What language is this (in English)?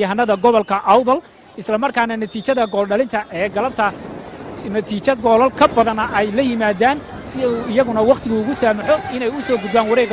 Somali